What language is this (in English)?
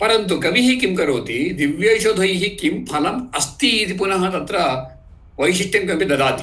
Sanskrit